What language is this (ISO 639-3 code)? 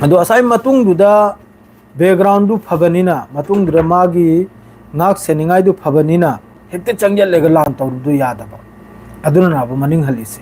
mni